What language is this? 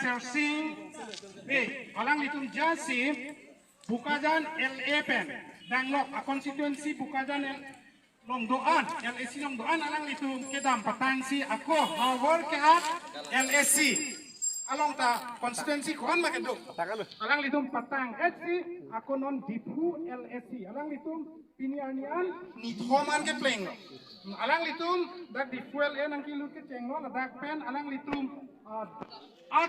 Karbi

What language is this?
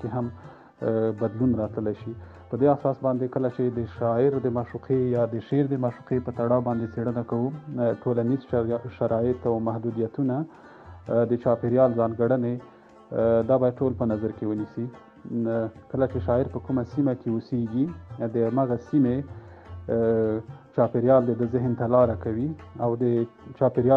Pashto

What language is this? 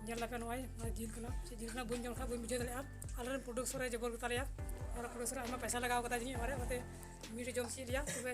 Santali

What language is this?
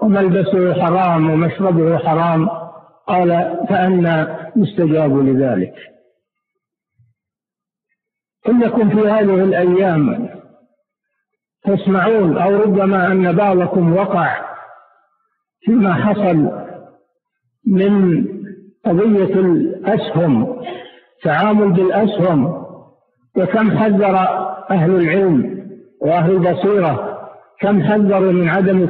Arabic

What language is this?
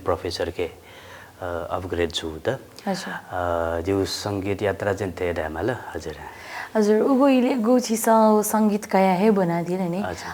Newari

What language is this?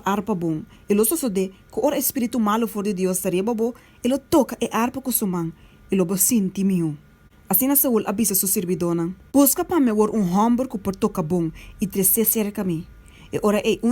Papiamento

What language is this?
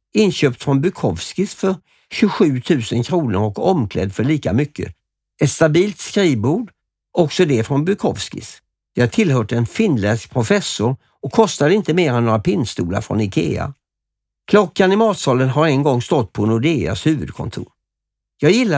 Swedish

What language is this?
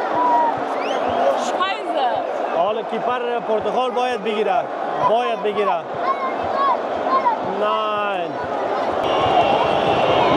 Persian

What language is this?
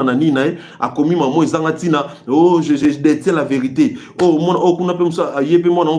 Lingala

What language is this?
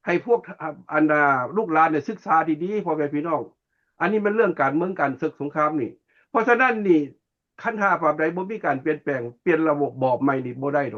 Lao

